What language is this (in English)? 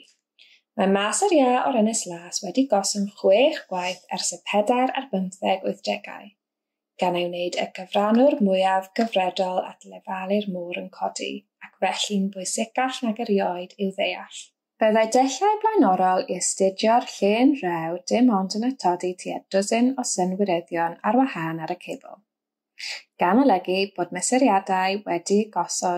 Welsh